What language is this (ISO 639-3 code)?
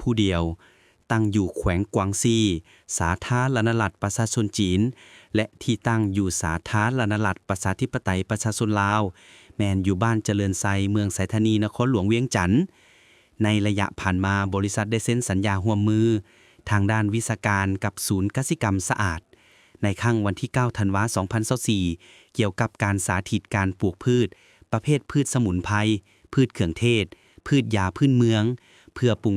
lao